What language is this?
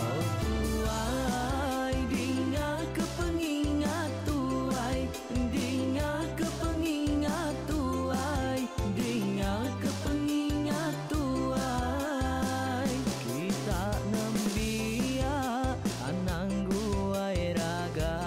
Iban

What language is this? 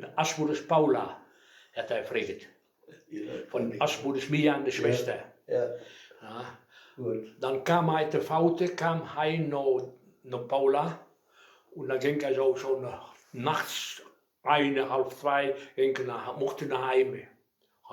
Westphalien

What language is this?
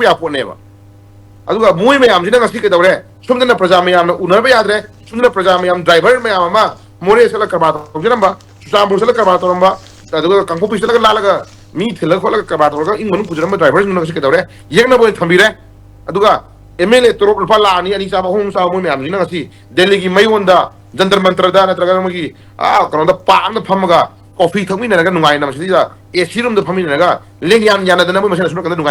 Manipuri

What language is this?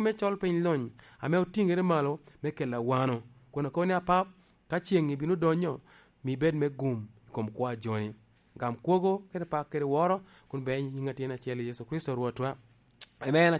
Lango (Uganda)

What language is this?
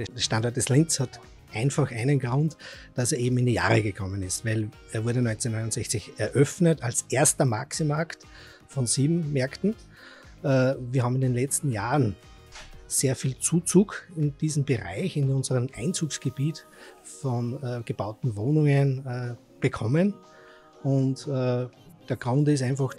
German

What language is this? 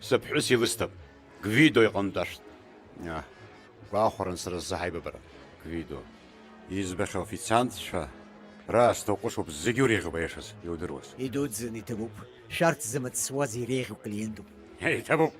Abkhazian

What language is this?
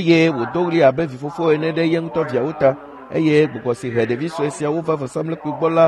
Ewe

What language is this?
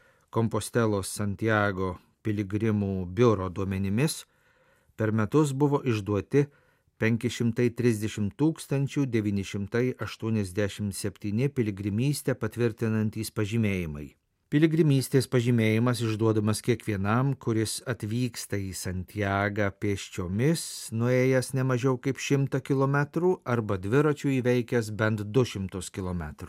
Lithuanian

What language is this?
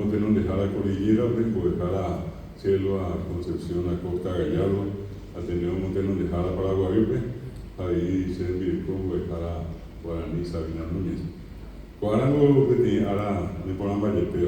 Guarani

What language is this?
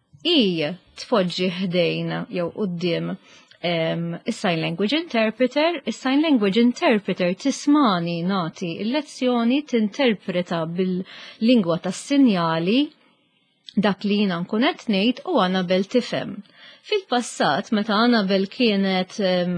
Maltese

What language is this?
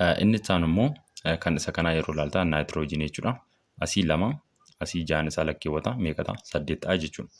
Oromo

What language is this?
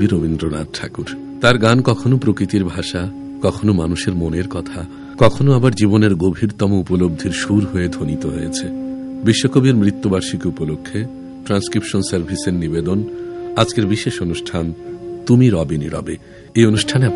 Bangla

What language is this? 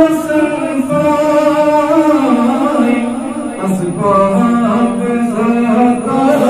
Kashmiri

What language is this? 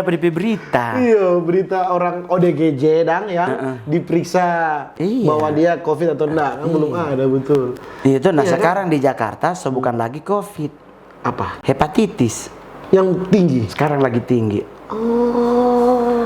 Manado Malay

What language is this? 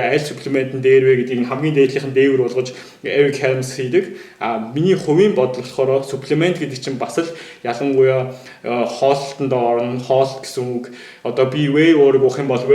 Mongolian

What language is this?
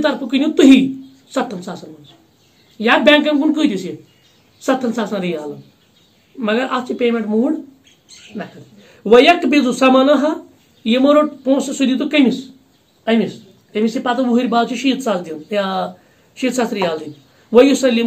Kashmiri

